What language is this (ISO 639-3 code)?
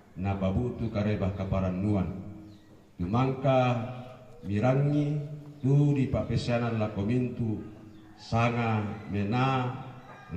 sda